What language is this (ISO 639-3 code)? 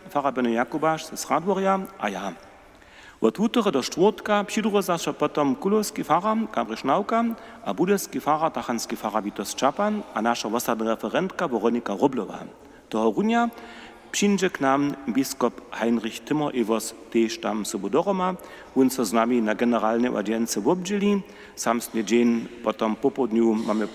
hsb